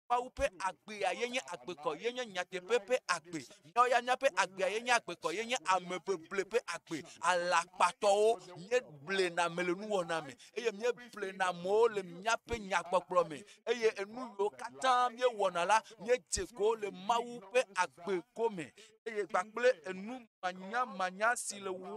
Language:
Ewe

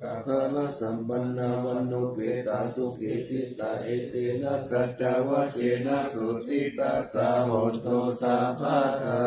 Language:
Pali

